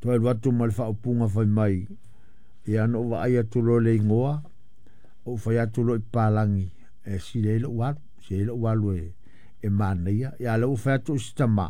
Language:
Samoan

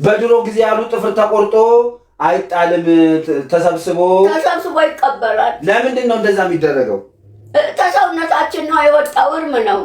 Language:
Amharic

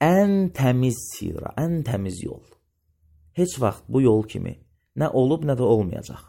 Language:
Azerbaijani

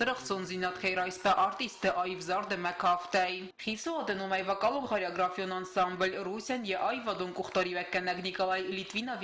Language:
Ossetic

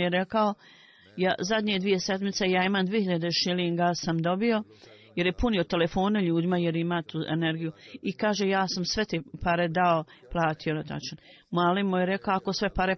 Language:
Bosnian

